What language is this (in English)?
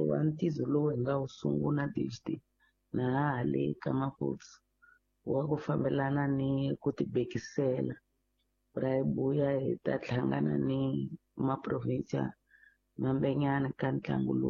Tsonga